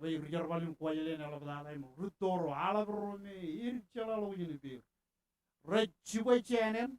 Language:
Marshallese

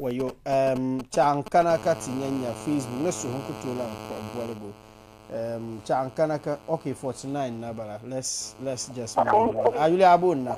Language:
Dagbani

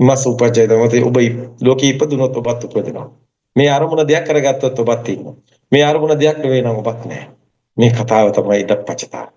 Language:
Sinhala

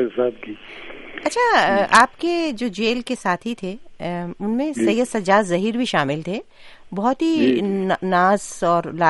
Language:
Urdu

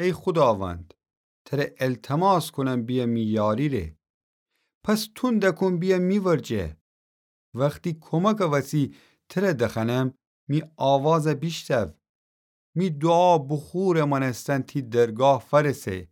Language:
Gilaki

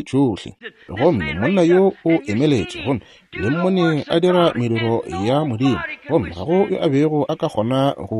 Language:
Northern Sotho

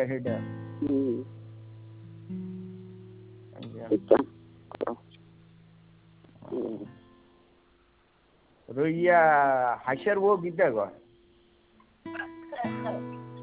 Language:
Bangla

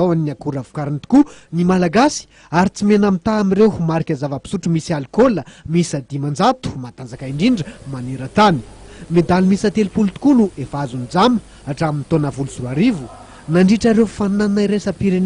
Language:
Malagasy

